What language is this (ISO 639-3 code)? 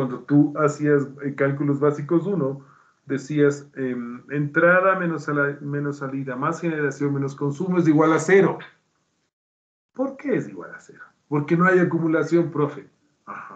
spa